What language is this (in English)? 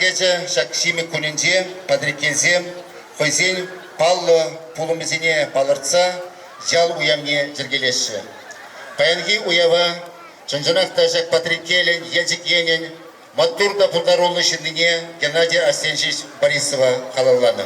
Chuvash